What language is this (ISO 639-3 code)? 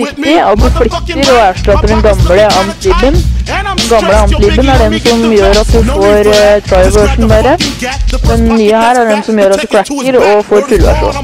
nor